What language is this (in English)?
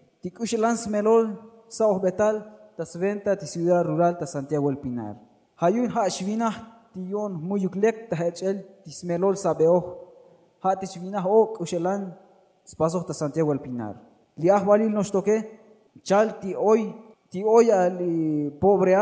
Tzotzil